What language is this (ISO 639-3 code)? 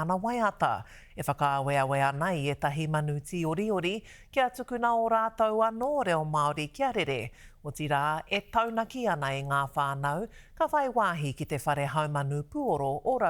mri